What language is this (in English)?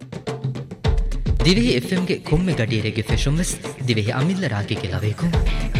Divehi